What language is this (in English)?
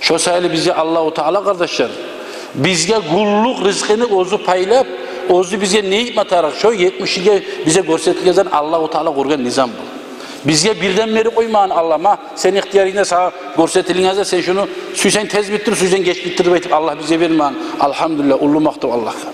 Kumyk